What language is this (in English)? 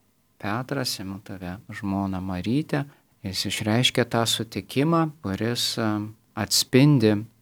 Lithuanian